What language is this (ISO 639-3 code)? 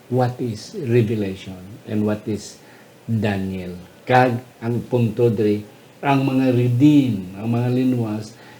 hil